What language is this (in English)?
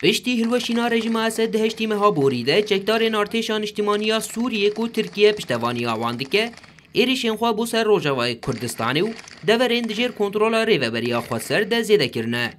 Kurdish